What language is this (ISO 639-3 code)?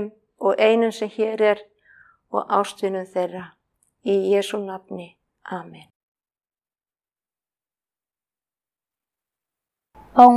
isl